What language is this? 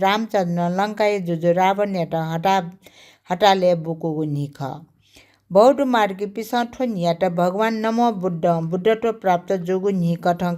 Newari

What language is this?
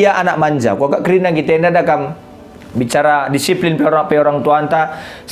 Batak Karo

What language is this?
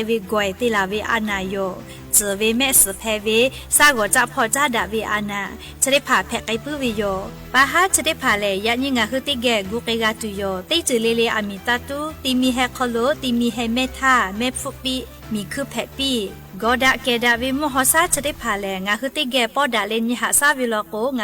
Lahu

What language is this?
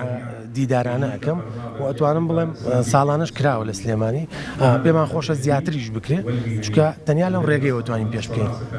Central Kurdish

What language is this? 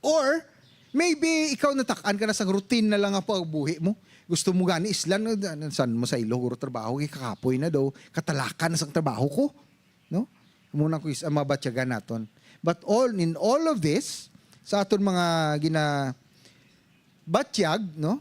Hiligaynon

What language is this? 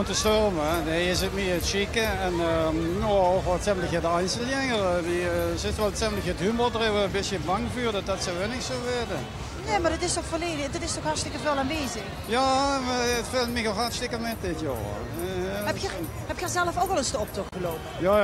Limburgish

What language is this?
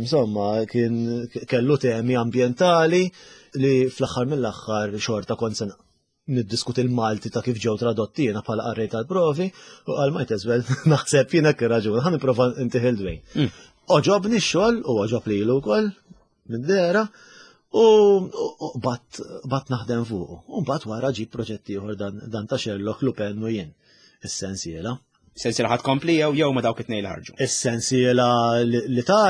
Maltese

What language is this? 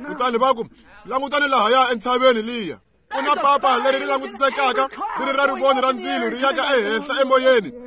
Tsonga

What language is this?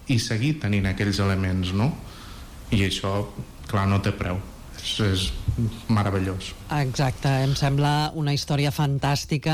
Catalan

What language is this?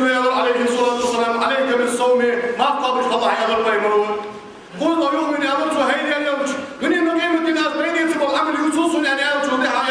Ingush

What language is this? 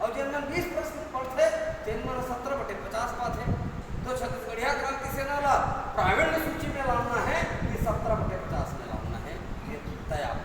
Chhattisgarhi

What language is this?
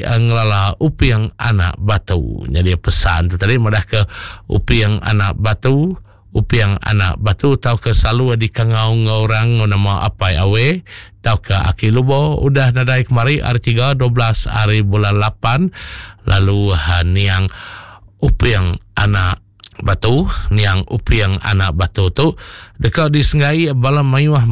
Iban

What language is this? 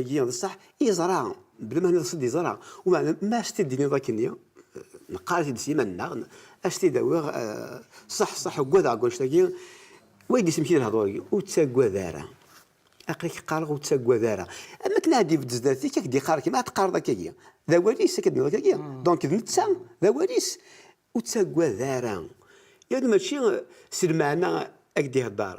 Kabyle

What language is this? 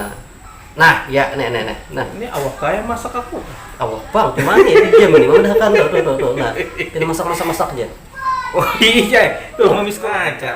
Banjar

